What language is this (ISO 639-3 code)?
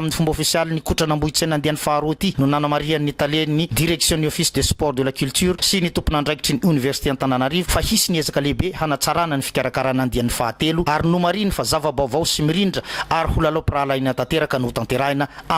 mlg